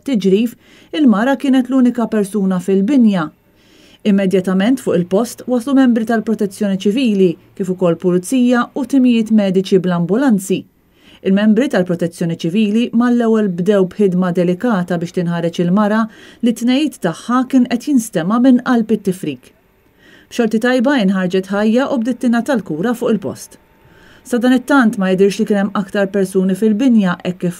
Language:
Maltese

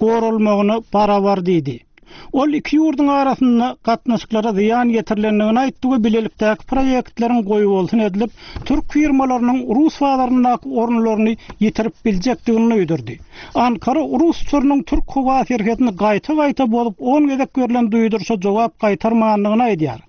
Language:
Turkmen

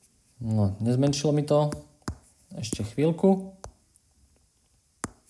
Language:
Slovak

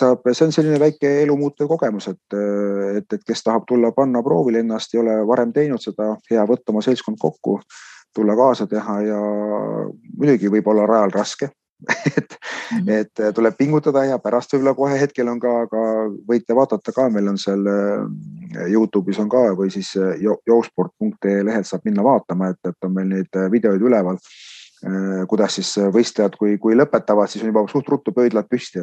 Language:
Estonian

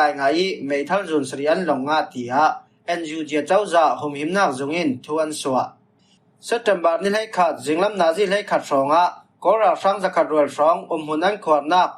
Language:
Falam Chin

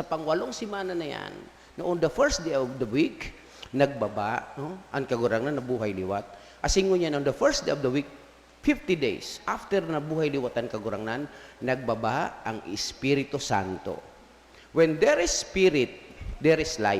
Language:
Bikol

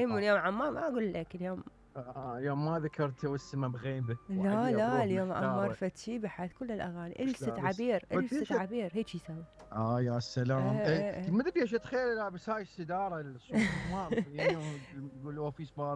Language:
Mesopotamian Arabic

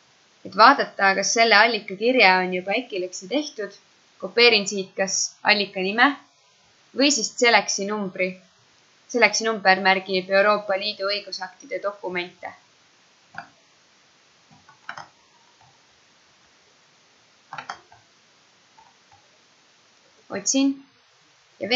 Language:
Estonian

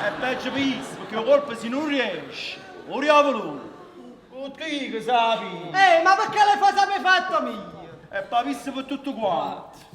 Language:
Neapolitan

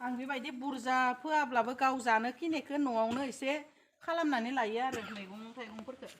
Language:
Bodo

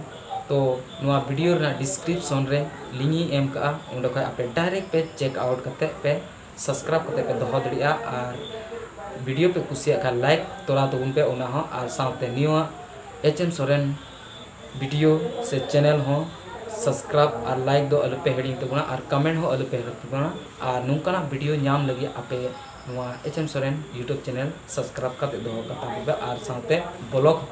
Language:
Santali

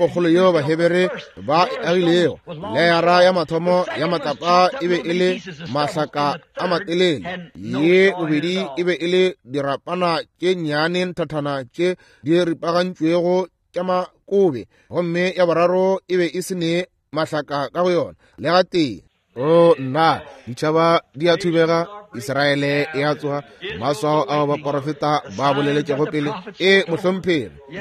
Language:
Northern Sotho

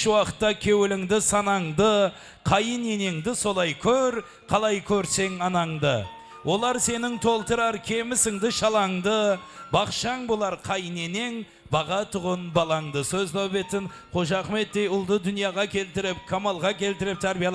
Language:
Kara-Kalpak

